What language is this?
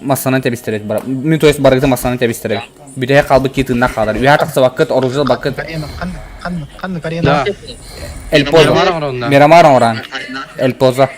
Yakut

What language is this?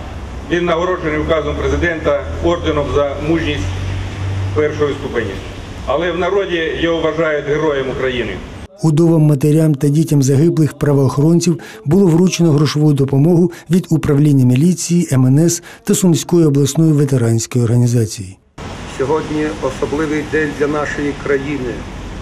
Ukrainian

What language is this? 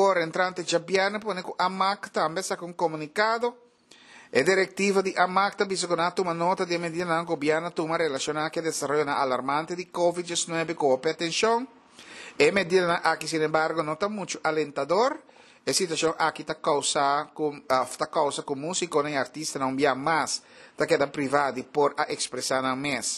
Papiamento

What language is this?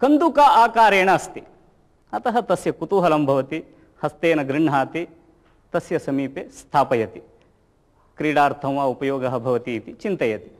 Sanskrit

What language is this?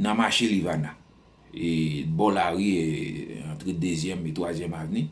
Haitian Creole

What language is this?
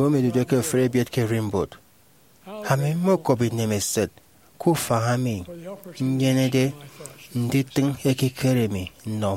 Efik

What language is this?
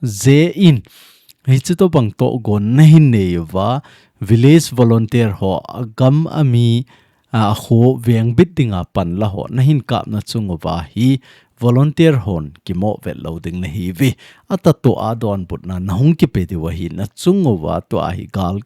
Thado Chin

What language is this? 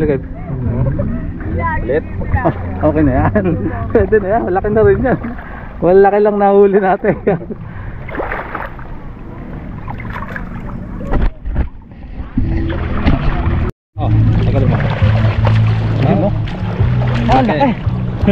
Filipino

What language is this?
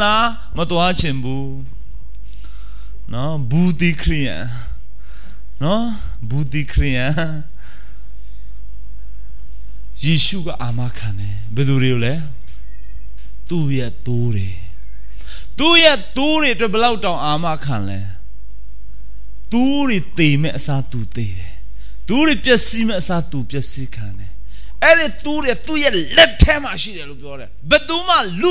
Burmese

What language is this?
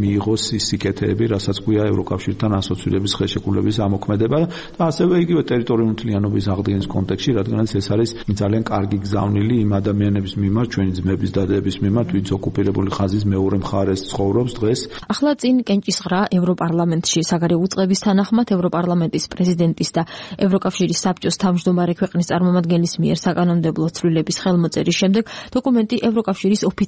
Georgian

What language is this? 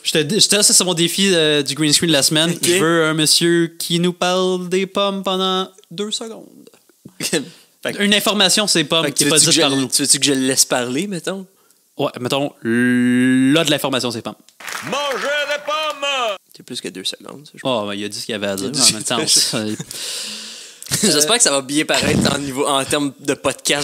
French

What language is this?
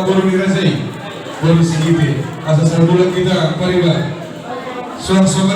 Batak Toba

